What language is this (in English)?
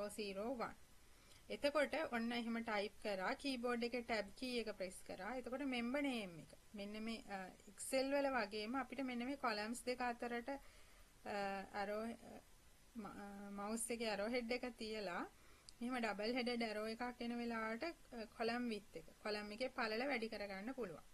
Sinhala